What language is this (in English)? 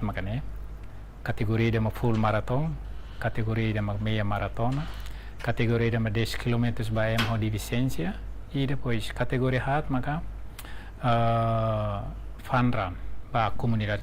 Tetum